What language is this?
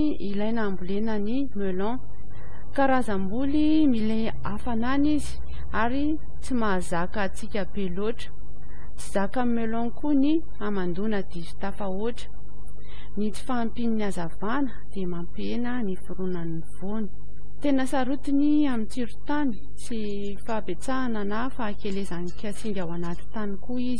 Malagasy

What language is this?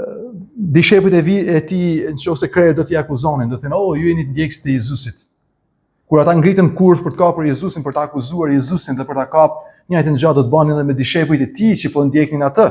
Albanian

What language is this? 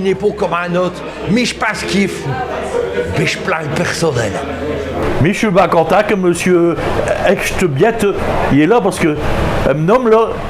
Picard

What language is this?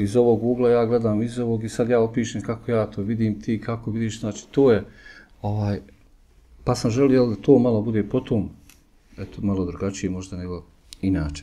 Bosnian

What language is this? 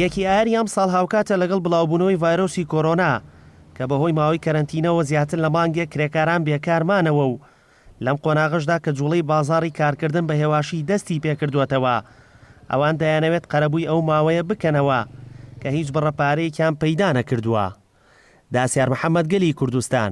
Central Kurdish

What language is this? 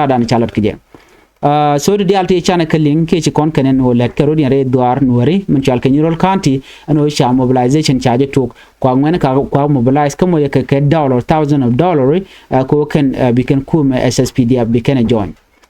Nuer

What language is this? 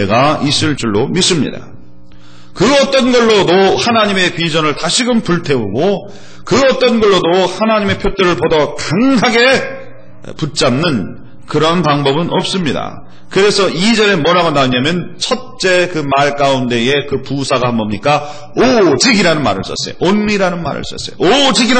Korean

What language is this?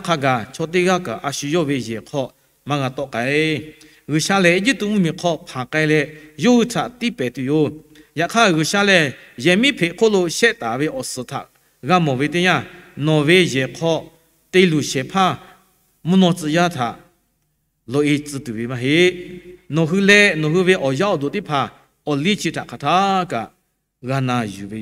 Lahu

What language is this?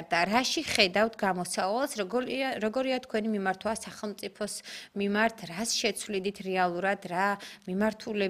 Georgian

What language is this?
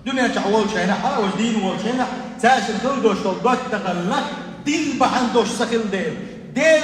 Chechen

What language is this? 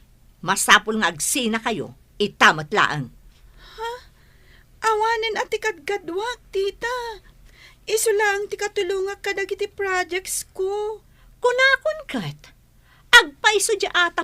Iloko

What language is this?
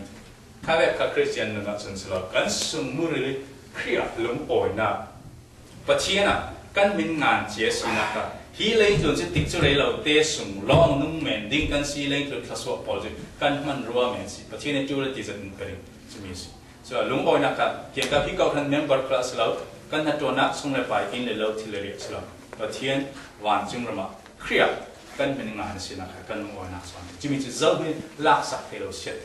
Falam Chin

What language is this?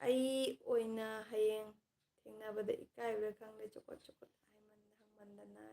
Manipuri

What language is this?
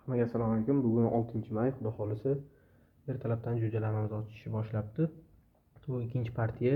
Uzbek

